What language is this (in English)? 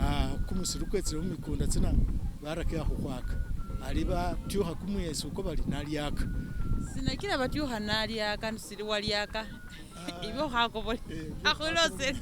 Masaaba